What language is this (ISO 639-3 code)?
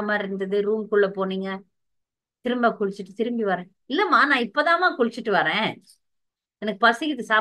tam